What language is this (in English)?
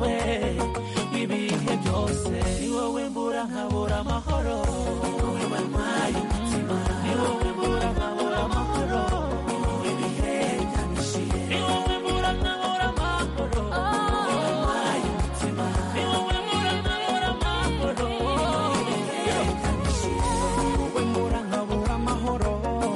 Kinyarwanda